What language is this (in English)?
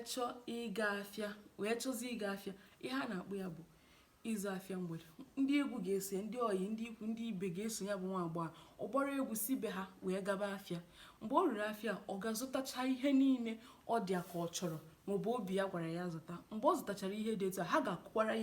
Igbo